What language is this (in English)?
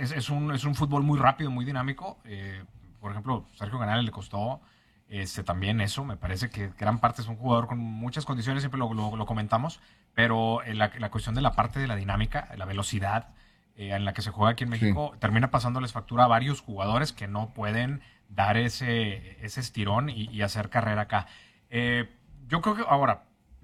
Spanish